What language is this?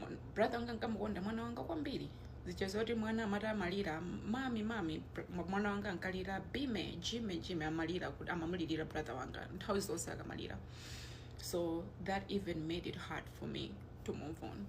Nyanja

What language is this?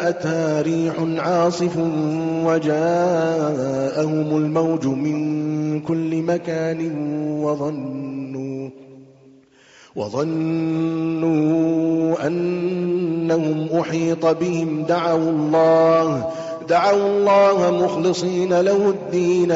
Arabic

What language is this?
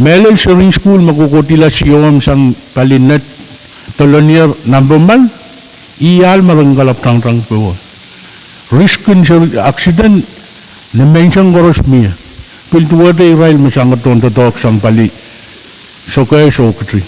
Pohnpeian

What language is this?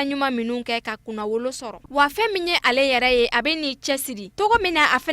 Bambara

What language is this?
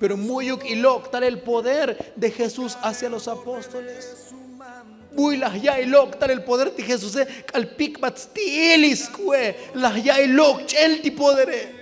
Tzotzil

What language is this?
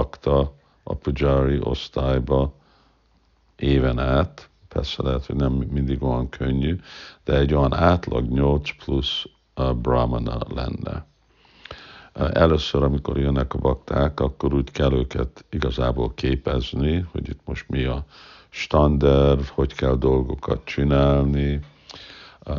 Hungarian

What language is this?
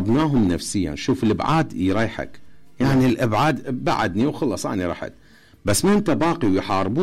Mesopotamian Arabic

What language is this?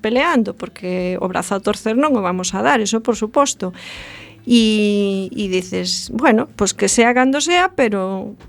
Galician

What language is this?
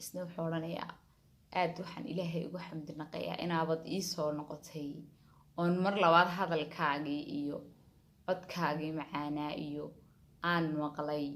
Somali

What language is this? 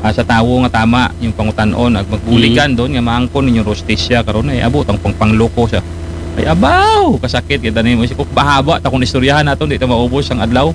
Aklanon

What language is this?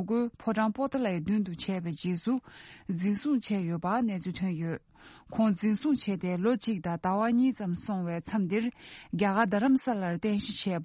Tibetan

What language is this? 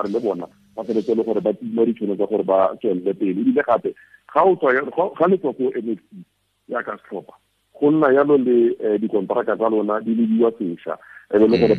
Tswana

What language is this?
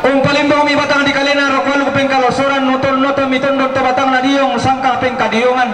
Toraja-Sa'dan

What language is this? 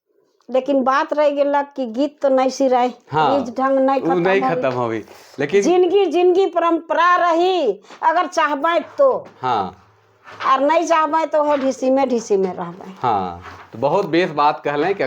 Sadri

